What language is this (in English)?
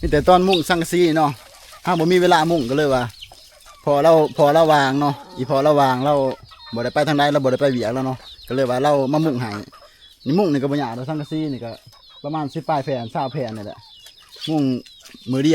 Lao